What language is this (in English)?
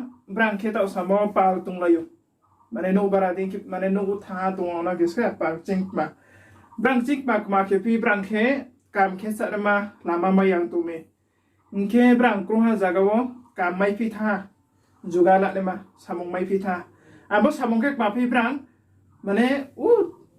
Riang (India)